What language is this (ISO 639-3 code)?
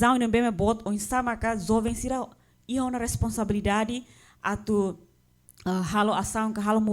tet